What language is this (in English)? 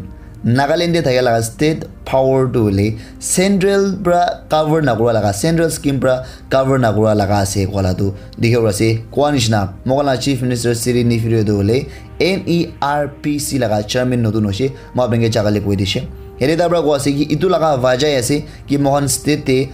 Naga Pidgin